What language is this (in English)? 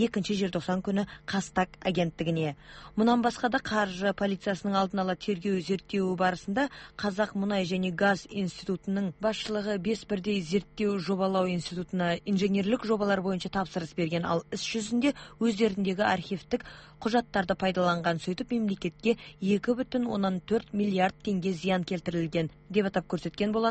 Kazakh